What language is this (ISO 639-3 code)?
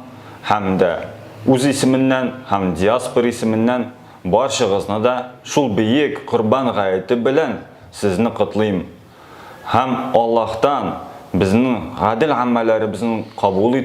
tat